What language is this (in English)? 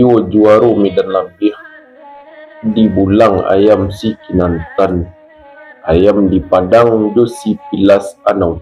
Minangkabau